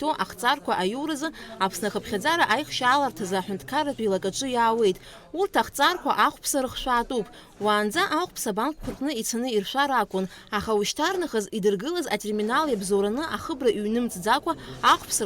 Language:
Abkhazian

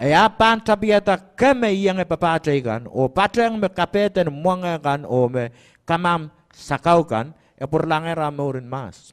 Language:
Pohnpeian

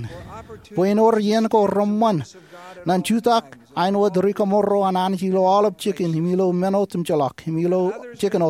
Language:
Marshallese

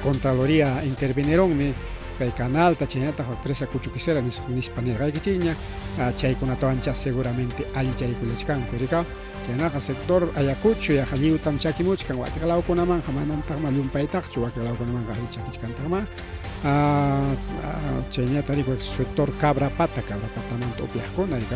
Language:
Ayacucho Quechua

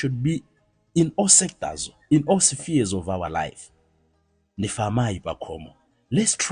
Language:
Nyanja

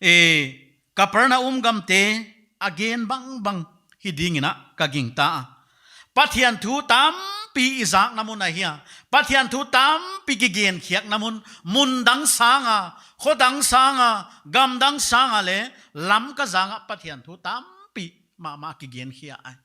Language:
Paite Chin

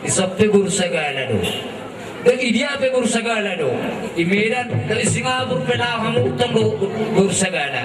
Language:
Batak Toba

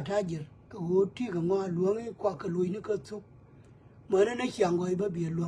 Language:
Nuer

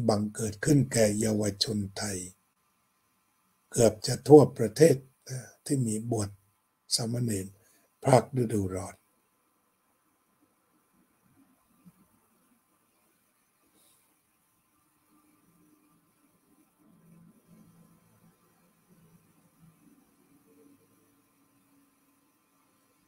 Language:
Thai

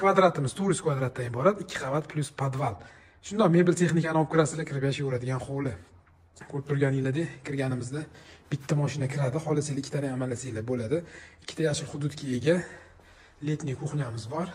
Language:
Uzbek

